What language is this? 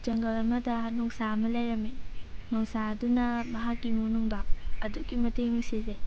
Manipuri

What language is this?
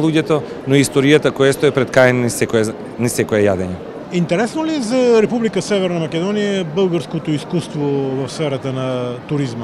Macedonian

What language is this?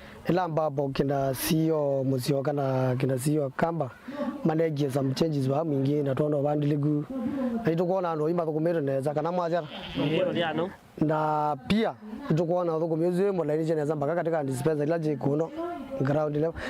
Kamba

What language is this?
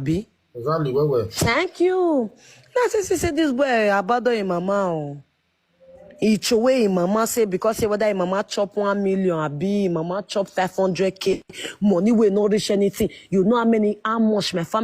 Nigerian Pidgin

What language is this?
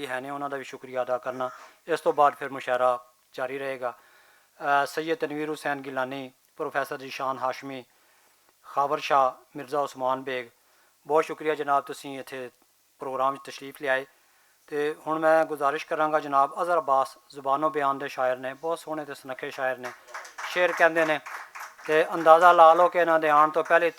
Western Panjabi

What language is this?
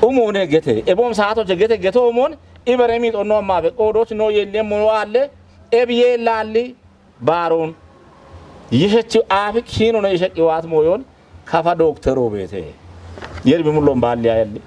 Kafa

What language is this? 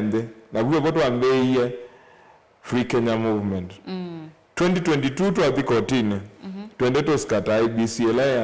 Kamba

